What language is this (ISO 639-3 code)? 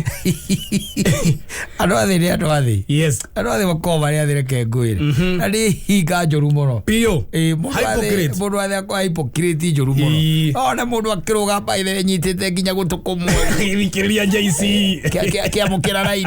kik